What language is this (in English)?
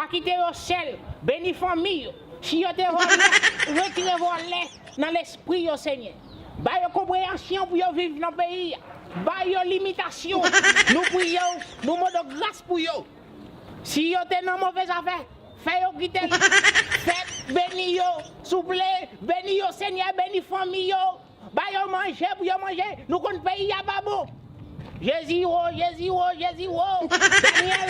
Haitian Creole